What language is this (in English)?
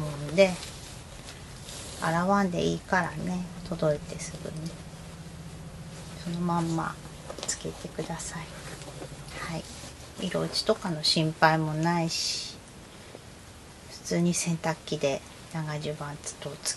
Japanese